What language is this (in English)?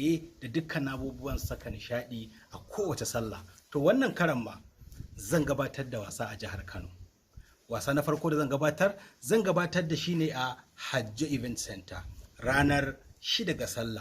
Hausa